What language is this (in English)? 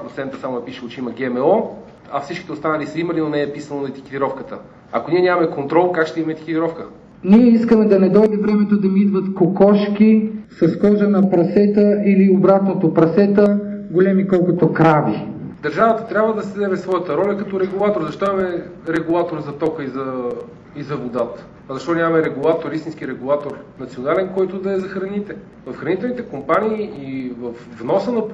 Bulgarian